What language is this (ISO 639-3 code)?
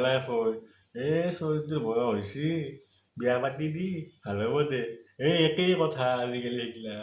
asm